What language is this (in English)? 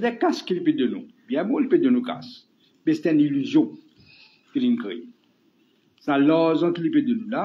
Morisyen